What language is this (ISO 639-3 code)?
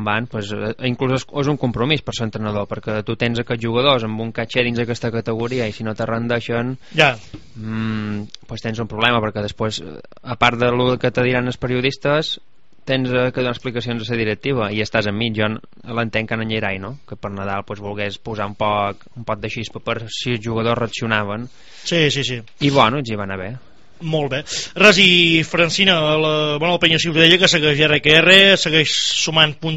cat